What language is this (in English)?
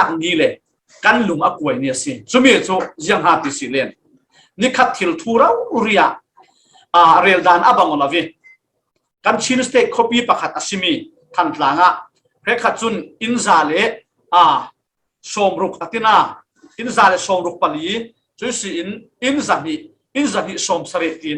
Falam Chin